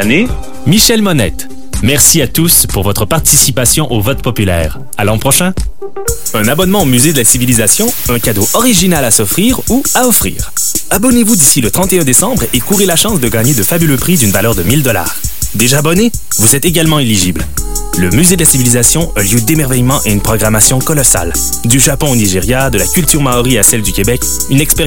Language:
French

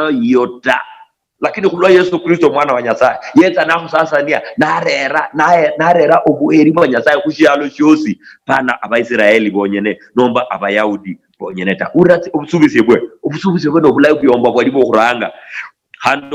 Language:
Luyia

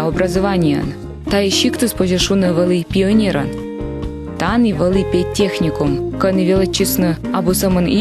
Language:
Komi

